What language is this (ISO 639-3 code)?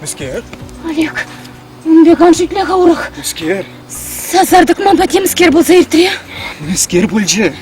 chv